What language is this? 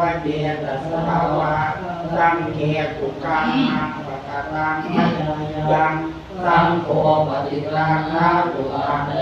Pali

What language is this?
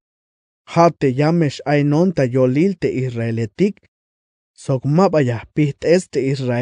Tzeltal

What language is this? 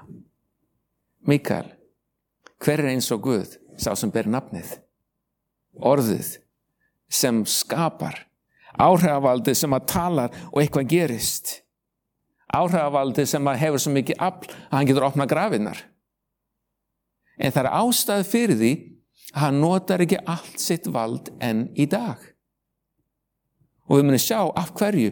Icelandic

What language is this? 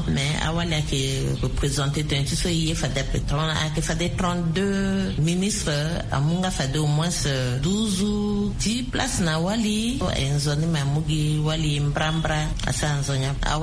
Sango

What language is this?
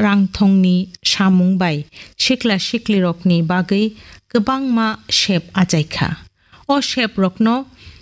Kok Borok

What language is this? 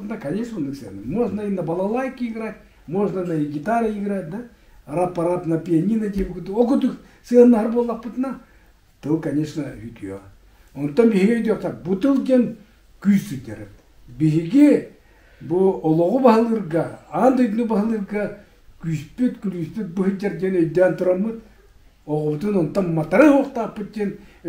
Yakut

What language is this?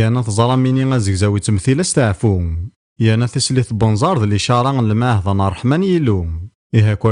Kabyle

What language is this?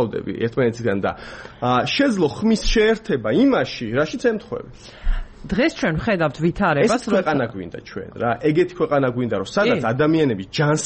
Georgian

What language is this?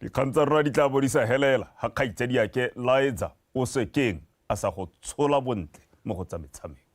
Tswana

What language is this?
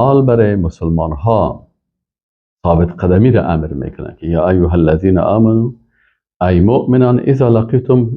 Persian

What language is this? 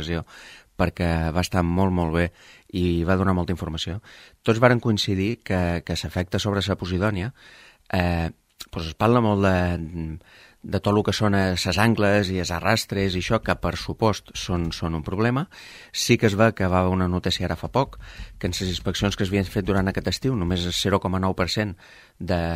Catalan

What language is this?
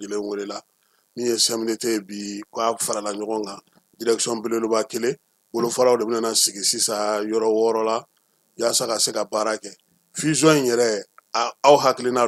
Bambara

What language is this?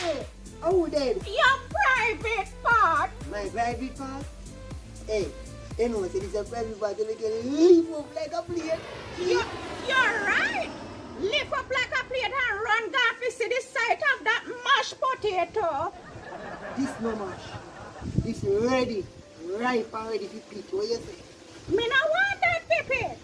Jamaican Creole English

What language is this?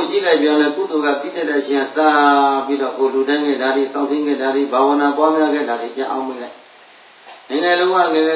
Burmese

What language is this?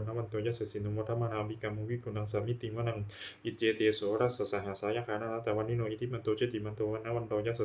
Pali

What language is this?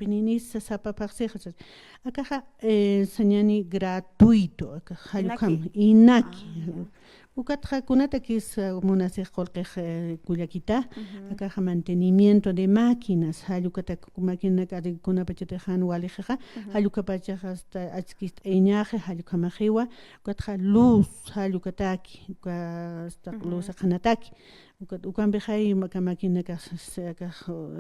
Aymara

